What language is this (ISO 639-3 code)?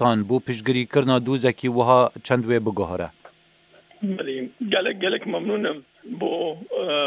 kur